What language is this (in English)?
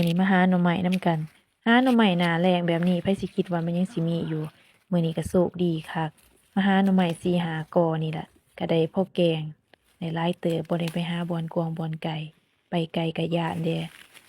Lao